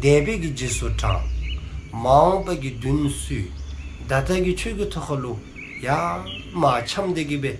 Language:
Dzongkha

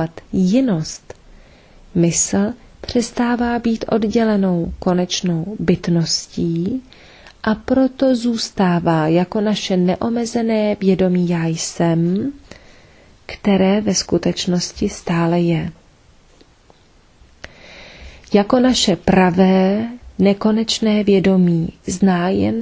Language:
Czech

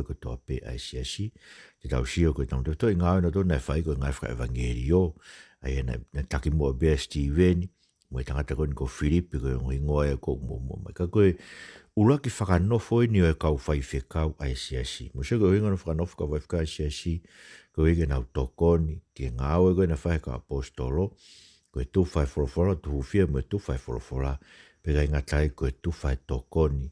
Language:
Tongan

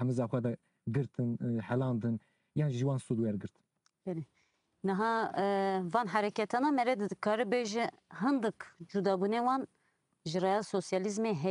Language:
Kurdish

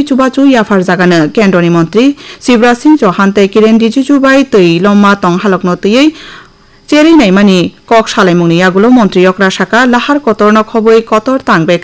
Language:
Kok Borok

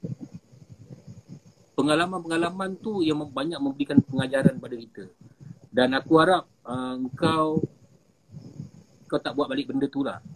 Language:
Malay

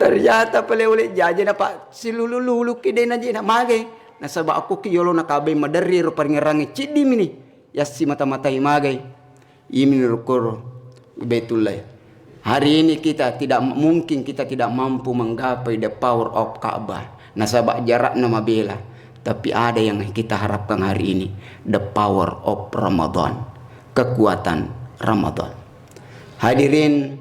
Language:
Buginese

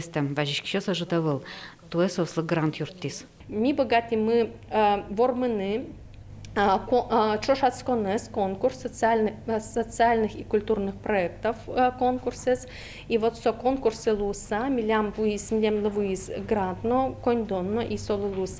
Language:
Udmurt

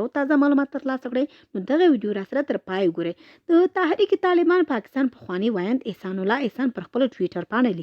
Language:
Pashto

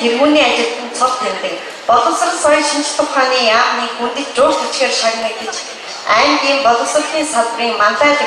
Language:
Mongolian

